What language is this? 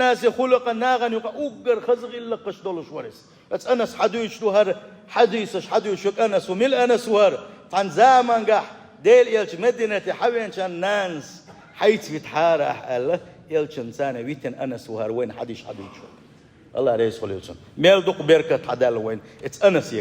Chechen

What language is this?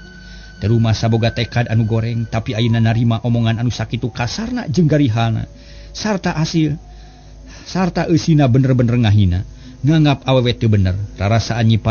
Sundanese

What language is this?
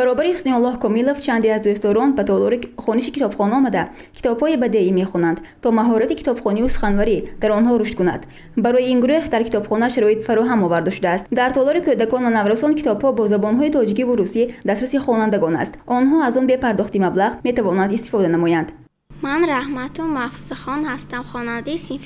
Tajik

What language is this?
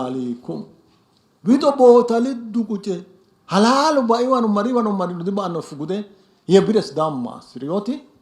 Sidamo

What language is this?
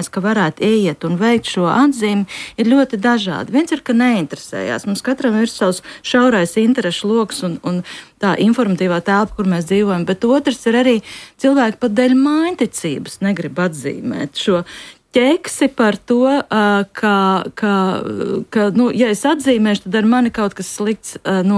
Latvian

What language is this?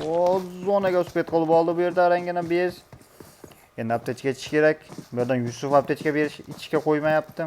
Uzbek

